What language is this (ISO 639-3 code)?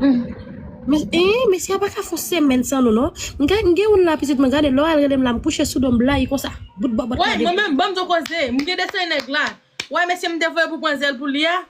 hat